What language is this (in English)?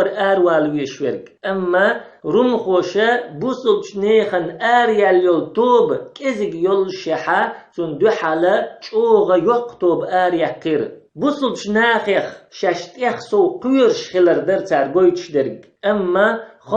Chechen